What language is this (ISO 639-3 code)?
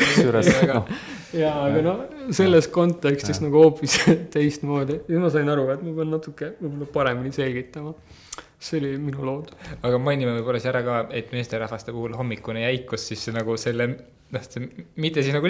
est